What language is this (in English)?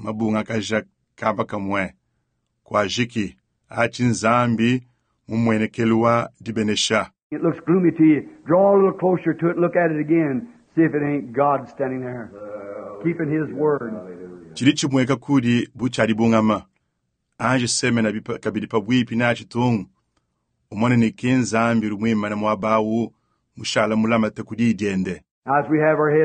Luba-Lulua